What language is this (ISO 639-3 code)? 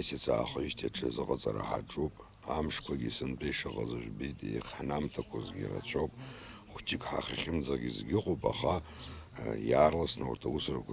abk